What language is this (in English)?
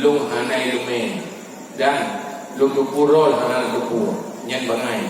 Achinese